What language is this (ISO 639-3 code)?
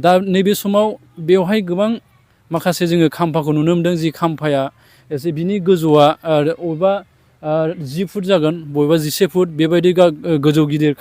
brx